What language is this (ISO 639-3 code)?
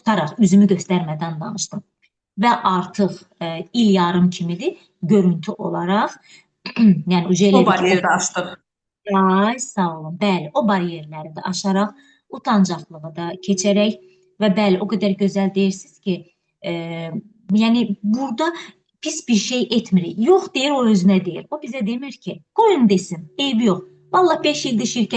aze